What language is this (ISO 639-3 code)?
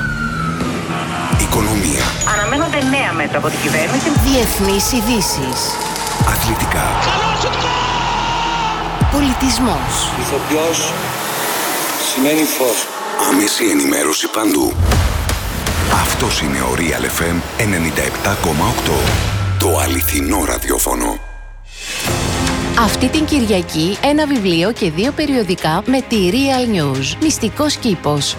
ell